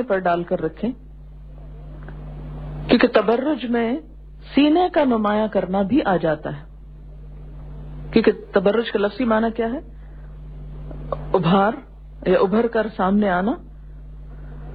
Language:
Urdu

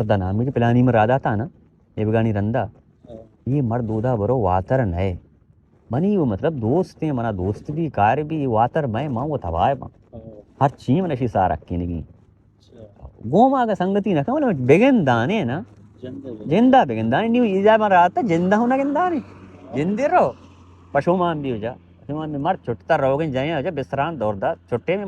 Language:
Baluchi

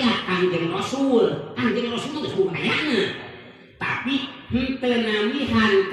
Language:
Sundanese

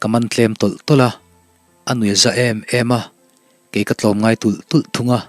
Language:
Mizo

